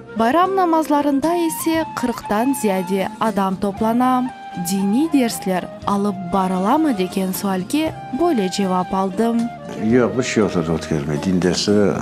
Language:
Crimean Tatar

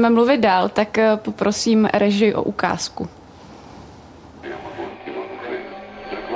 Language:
Czech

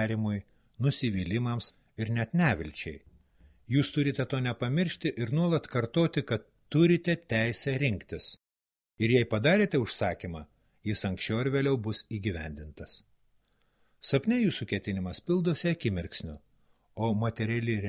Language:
Lithuanian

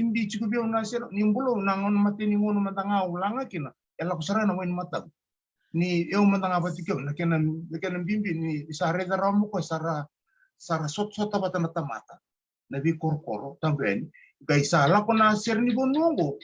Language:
Fijian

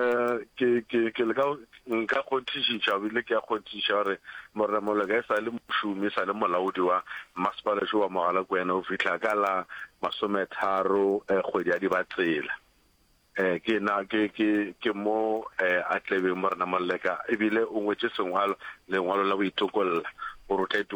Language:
Northern Sotho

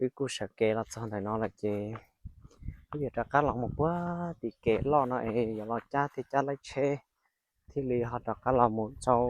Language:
Hmong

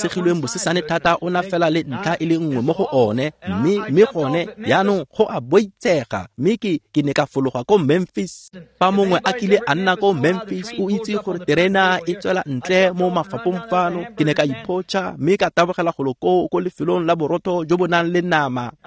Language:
Tswana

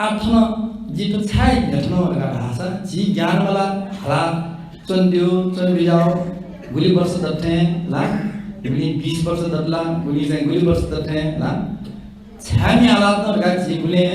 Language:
Newari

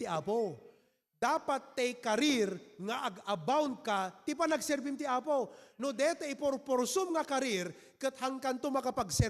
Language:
Iloko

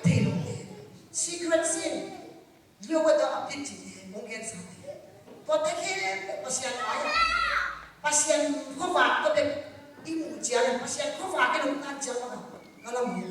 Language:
Tedim Chin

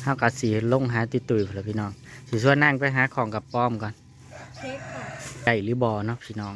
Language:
Northeastern Thai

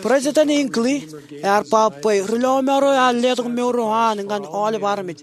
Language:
Marshallese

